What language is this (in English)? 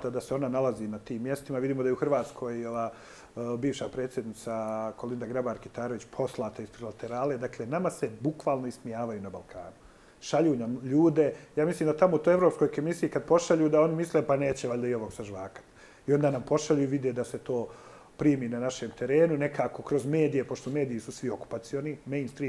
Bosnian